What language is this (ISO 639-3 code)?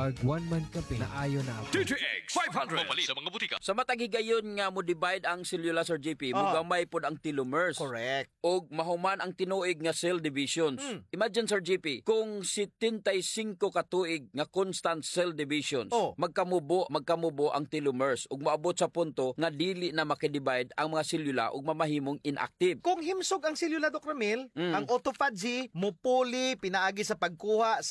ceb